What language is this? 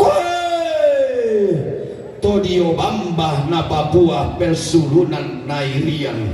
Toraja-Sa'dan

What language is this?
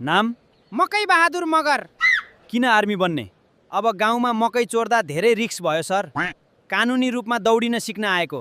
Nepali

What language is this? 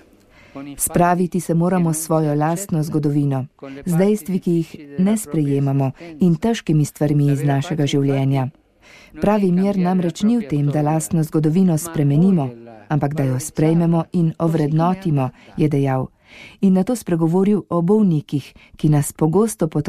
Slovenian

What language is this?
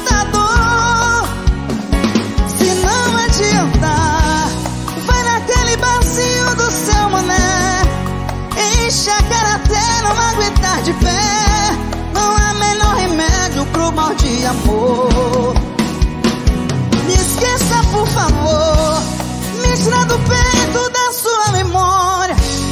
Portuguese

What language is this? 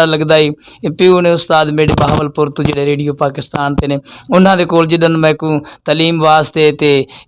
Saraiki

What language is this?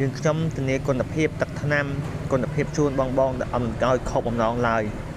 Khmer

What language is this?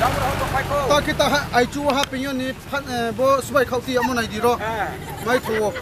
Riang (India)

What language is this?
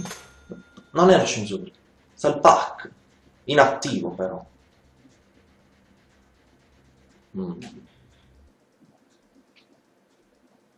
Italian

